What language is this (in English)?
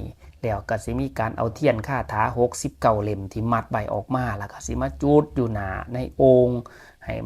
Northeastern Thai